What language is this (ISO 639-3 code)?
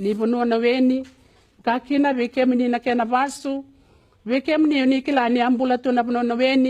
fij